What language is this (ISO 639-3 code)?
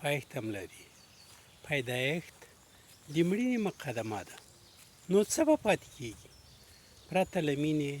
pus